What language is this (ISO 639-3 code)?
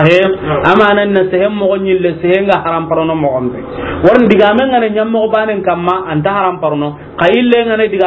snk